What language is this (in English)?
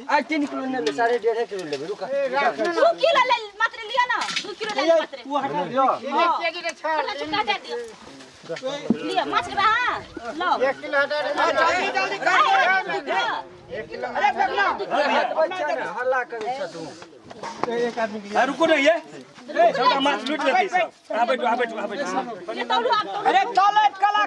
Maithili